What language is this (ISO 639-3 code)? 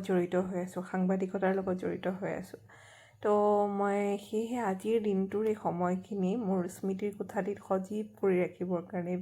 asm